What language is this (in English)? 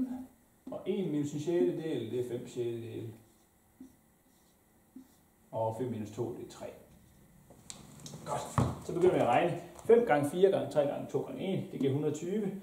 Danish